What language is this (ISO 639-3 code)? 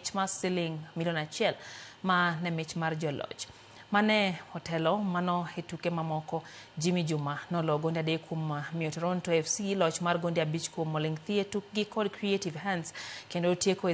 luo